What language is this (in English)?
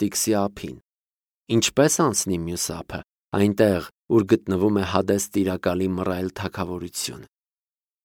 Armenian